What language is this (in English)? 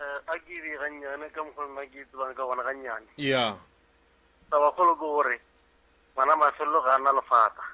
Northern Sotho